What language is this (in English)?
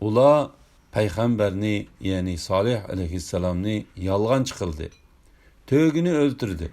Uyghur